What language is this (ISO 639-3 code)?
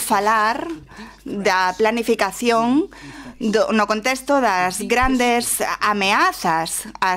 glg